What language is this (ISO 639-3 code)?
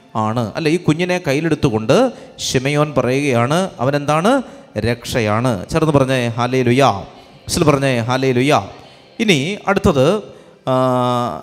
mal